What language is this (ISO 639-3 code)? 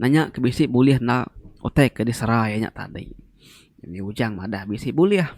iba